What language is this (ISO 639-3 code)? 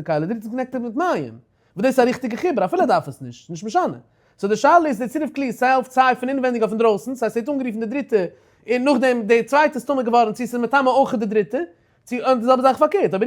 yid